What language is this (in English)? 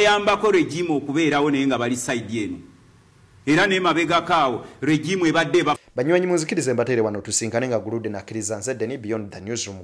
Ganda